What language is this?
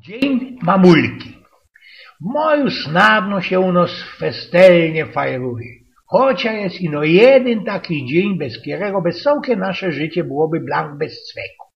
Silesian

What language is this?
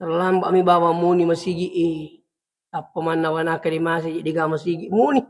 Buginese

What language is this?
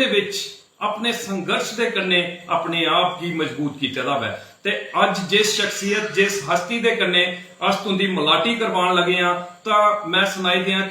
Dogri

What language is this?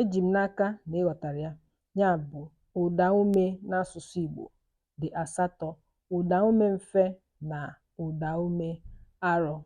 Igbo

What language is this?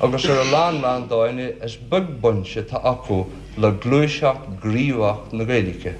Irish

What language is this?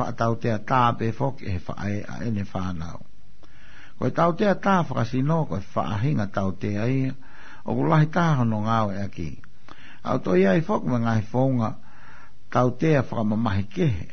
Tongan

